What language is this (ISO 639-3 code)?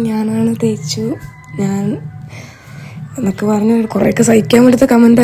mal